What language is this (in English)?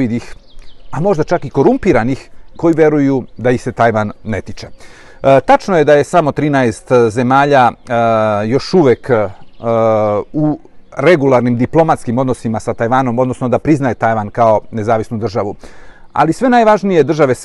Serbian